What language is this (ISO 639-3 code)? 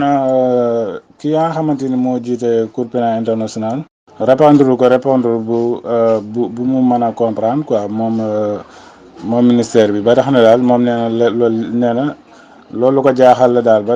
wol